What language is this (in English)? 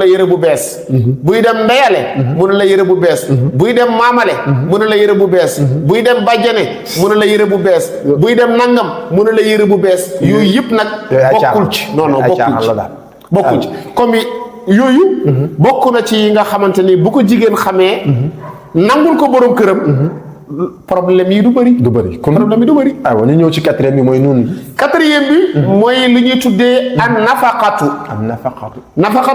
Wolof